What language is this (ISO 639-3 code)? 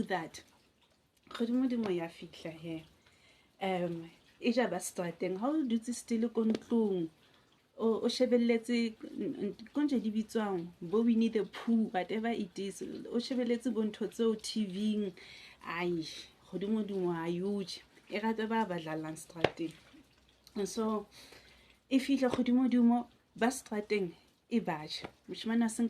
sot